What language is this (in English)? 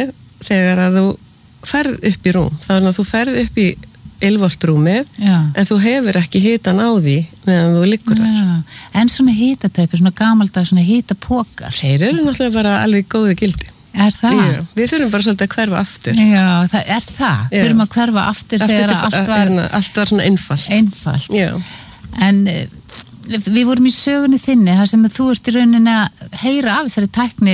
Icelandic